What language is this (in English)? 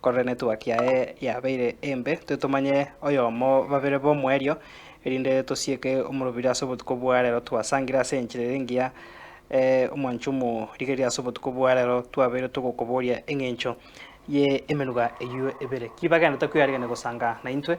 Gusii